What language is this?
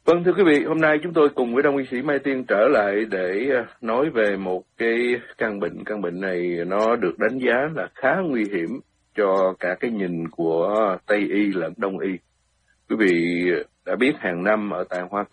Vietnamese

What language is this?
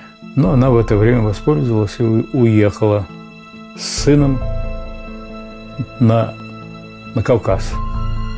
Russian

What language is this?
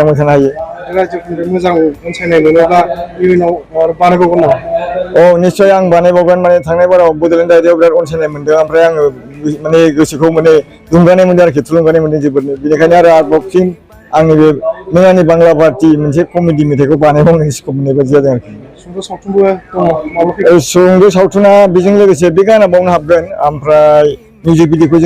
Bodo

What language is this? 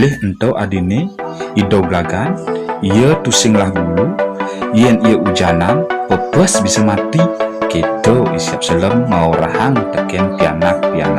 Balinese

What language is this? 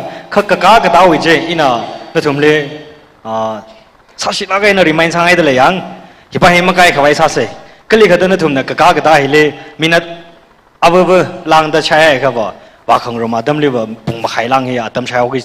Tangkhul Naga (India)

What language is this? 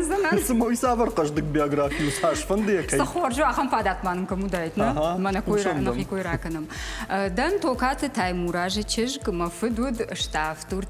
Ossetic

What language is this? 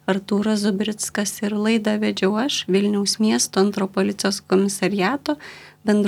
Lithuanian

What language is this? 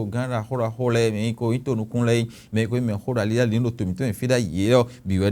Fon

